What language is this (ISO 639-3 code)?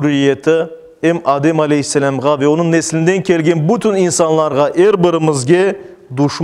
crh